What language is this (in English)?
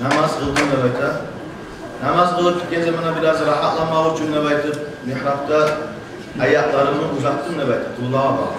Kumyk